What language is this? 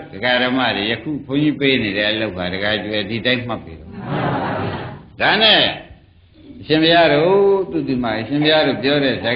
Burmese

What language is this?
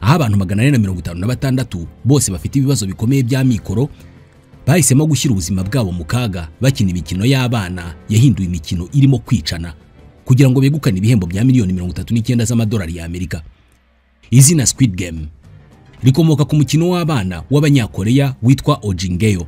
Kinyarwanda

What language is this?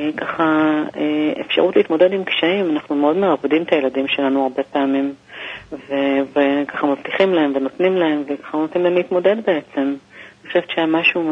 Hebrew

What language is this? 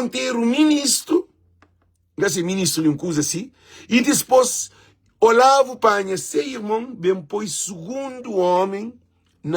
Kabuverdianu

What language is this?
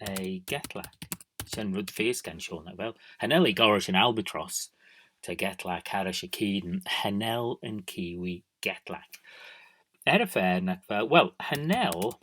Manx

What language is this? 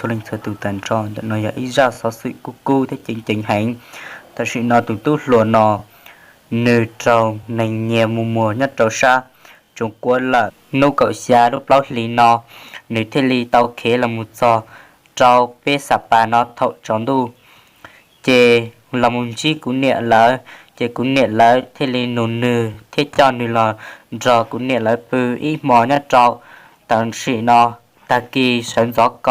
Hmong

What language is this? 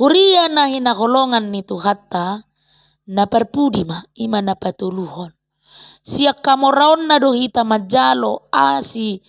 Batak Toba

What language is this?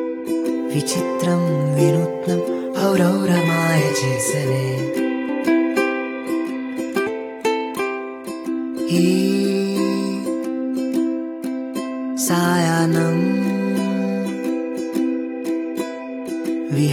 Telugu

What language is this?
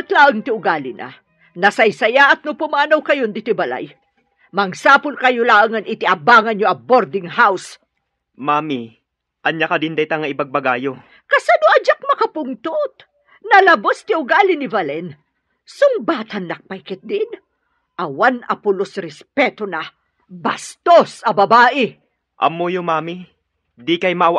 Iloko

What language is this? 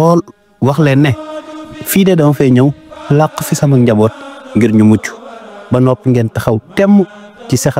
Wolof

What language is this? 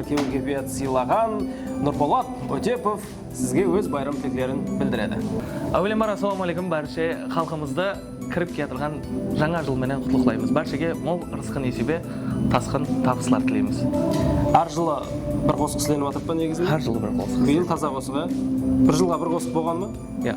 Kara-Kalpak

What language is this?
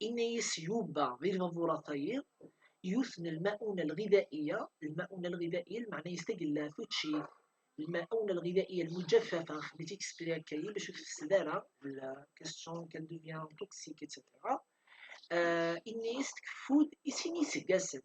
Kabyle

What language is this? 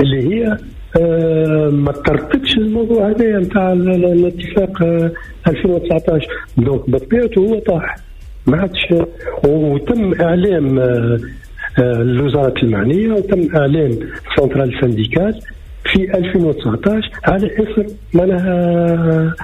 Tunisian Arabic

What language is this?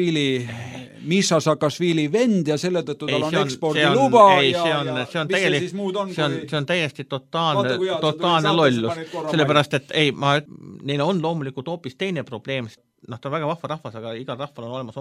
Estonian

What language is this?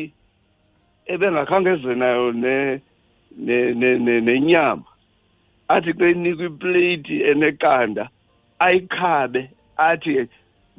Xhosa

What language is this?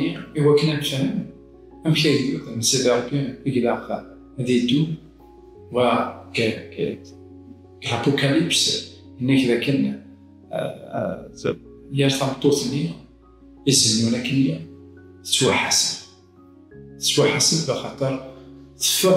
Kabyle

